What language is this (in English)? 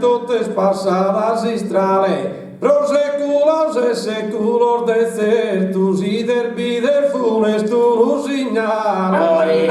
Sardinian